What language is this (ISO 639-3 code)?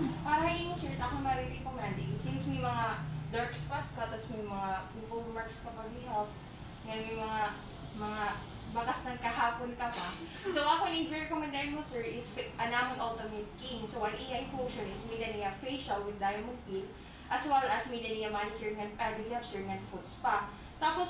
war